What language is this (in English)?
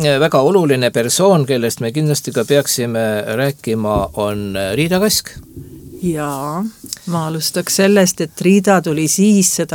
Estonian